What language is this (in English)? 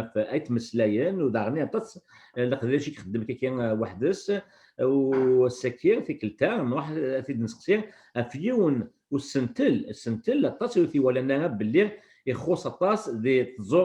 Kabyle